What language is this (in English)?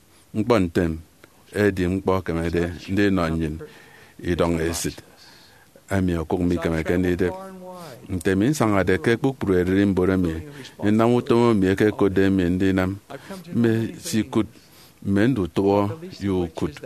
Efik